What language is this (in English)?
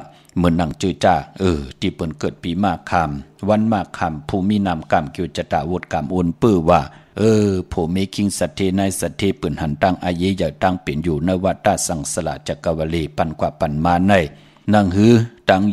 Shan